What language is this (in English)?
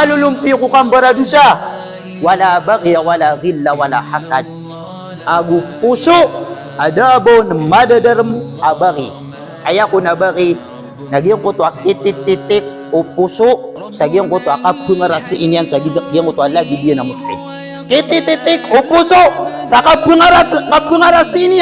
Maranao